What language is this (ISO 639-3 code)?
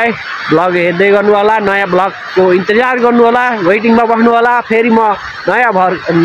nep